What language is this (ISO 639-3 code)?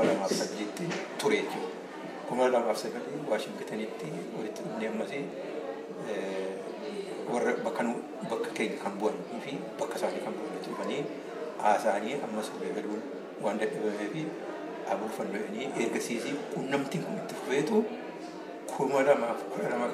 orm